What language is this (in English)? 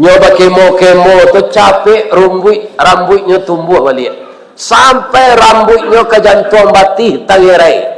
Minangkabau